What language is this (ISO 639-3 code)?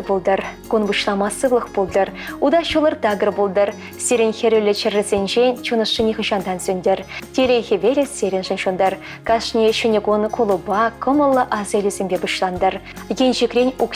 chv